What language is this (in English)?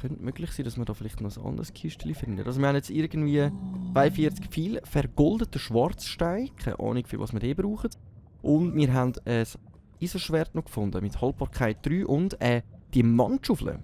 Swiss German